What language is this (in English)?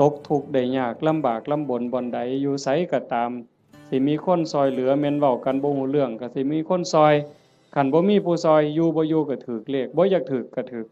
Northeastern Thai